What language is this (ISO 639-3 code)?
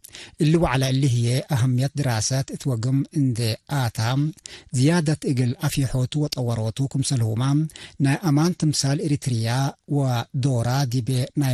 tig